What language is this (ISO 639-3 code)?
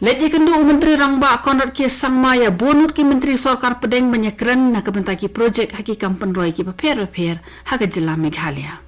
kha